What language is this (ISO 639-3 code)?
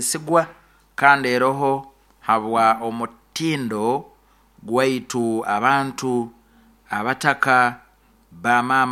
nyo